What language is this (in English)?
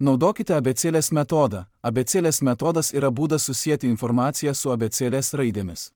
Lithuanian